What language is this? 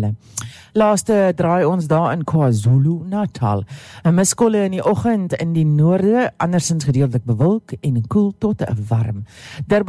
Afrikaans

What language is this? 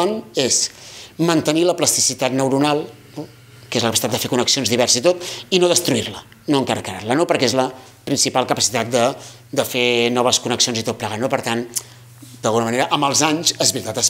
Catalan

